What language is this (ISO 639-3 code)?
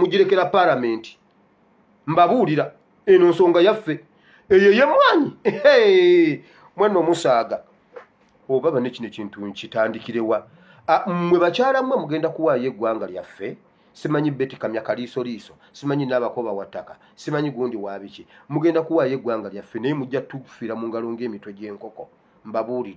lug